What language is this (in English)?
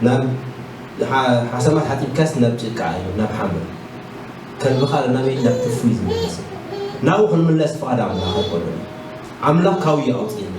Tigrinya